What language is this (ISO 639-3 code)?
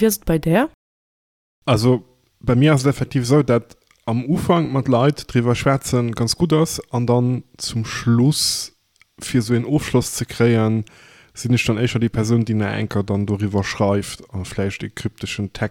ltz